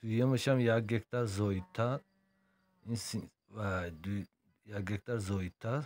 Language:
Tajik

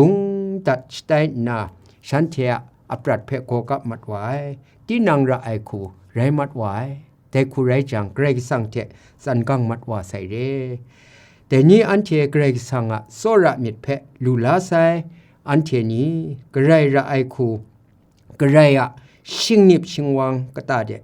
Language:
Kachin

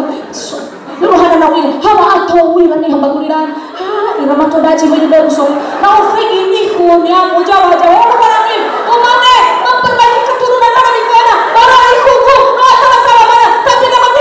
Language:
Nias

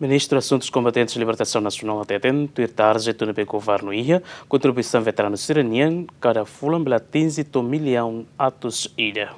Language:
Tetum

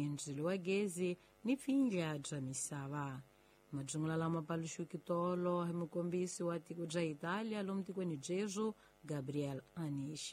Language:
Tsonga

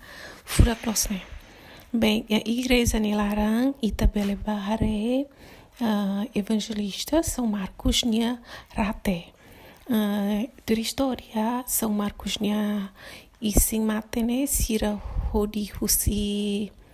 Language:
Tetum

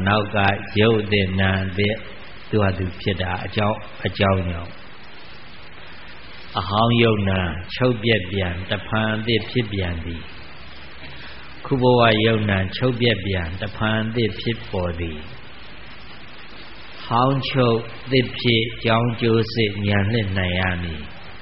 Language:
Burmese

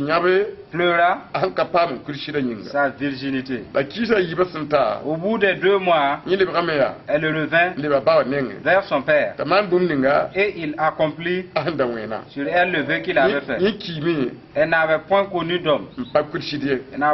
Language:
Mossi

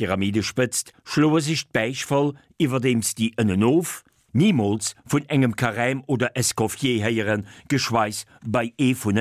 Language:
Luxembourgish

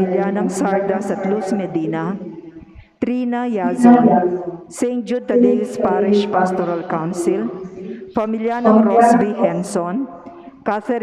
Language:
Pampanga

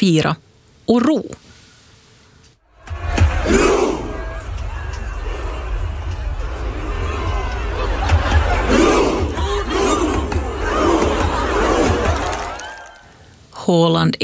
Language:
Swedish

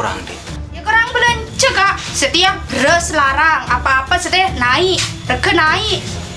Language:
Madurese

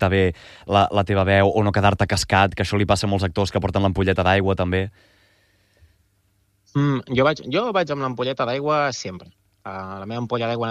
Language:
Catalan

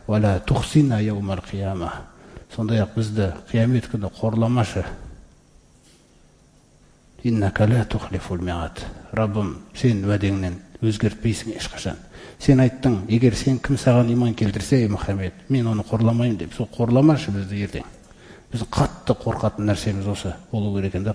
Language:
Kazakh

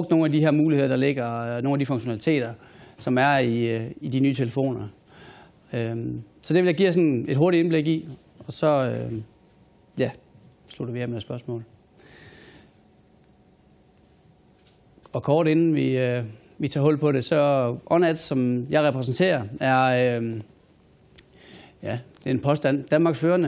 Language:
Danish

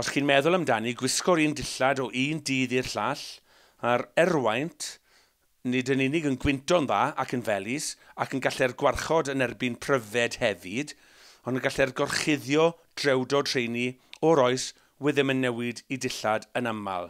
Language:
Welsh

